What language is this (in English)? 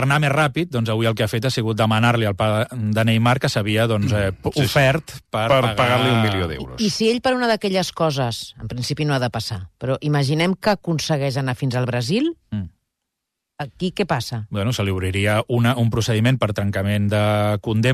Catalan